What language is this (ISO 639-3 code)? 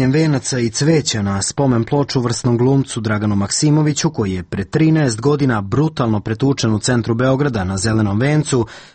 srp